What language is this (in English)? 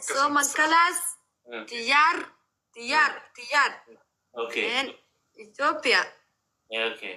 Oromo